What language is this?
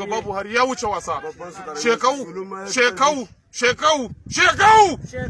Hausa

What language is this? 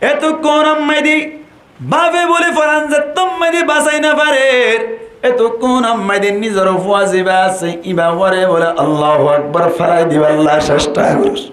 Rohingya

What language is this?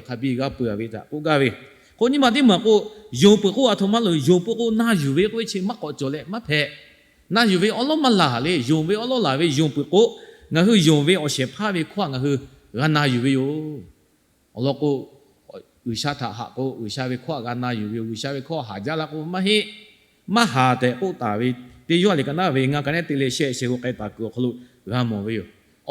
Lahu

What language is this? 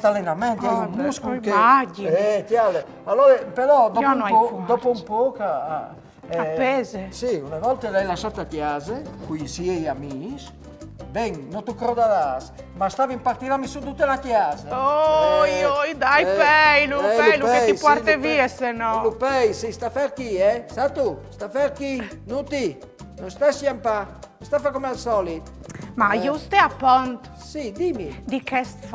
Friulian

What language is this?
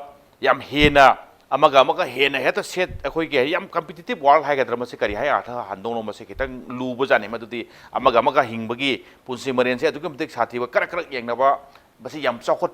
Manipuri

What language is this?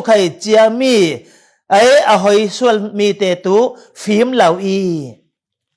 Falam Chin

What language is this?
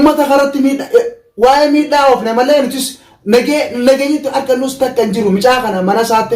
Oromo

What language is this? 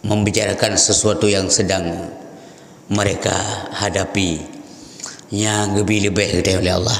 Achinese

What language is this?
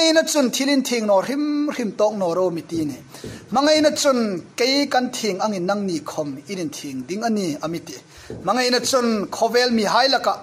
Hmar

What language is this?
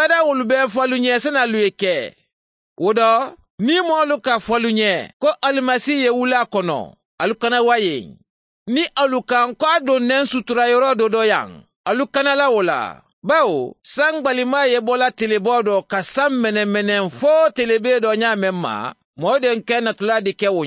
Mandingo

